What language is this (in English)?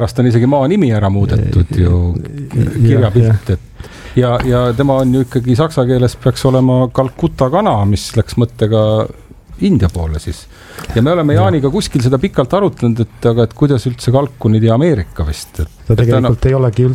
Estonian